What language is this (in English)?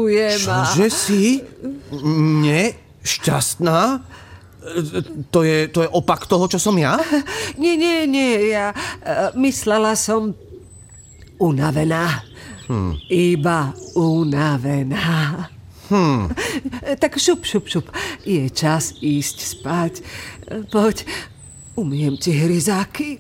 Slovak